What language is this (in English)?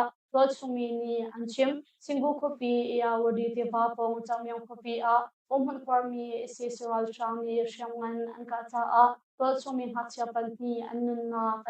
Hakha Chin